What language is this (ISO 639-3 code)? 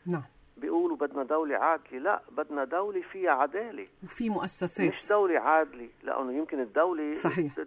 apc